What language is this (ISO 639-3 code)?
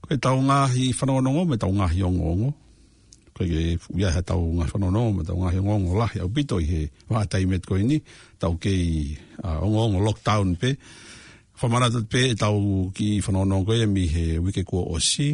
ton